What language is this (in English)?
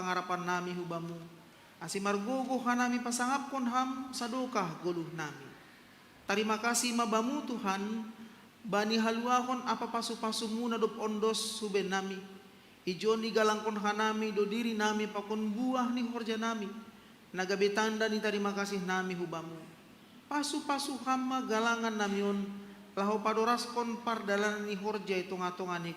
Batak Simalungun